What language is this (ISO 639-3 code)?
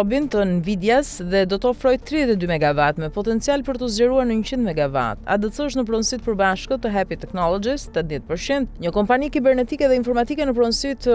sqi